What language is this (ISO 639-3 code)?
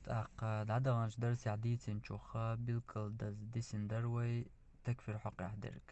che